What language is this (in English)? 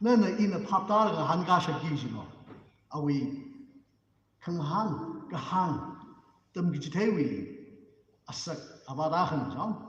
Tangkhul Naga (India)